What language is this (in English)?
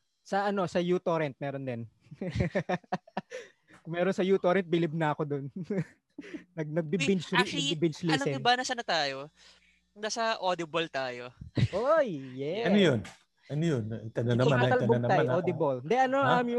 Filipino